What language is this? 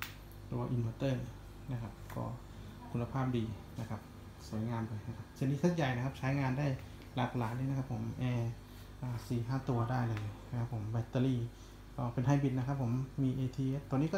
Thai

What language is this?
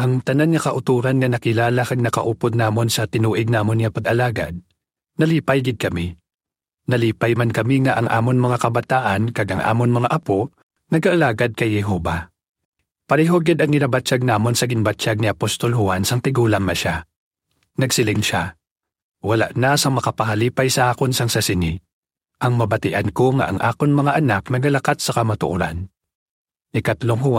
Hiligaynon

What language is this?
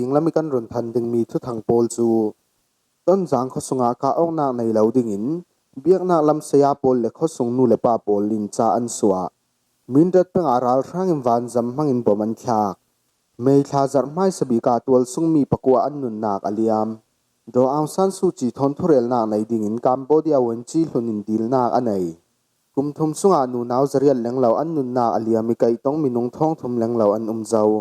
Falam Chin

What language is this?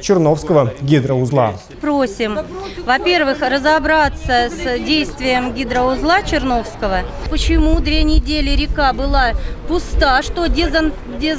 Russian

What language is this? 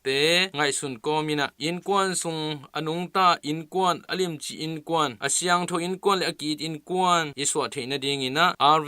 Tedim Chin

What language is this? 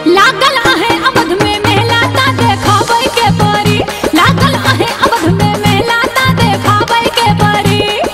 Bhojpuri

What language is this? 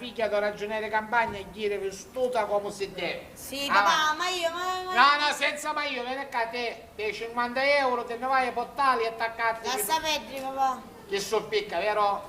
Sicilian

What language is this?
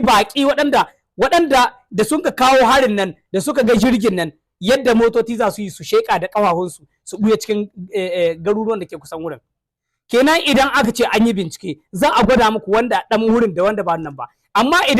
Hausa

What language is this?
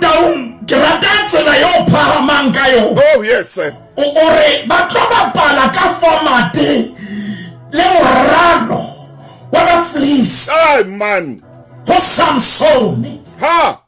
Southern Sotho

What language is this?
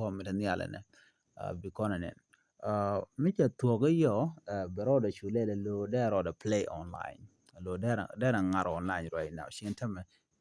Nuer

